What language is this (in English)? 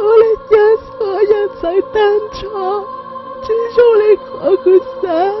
Hmong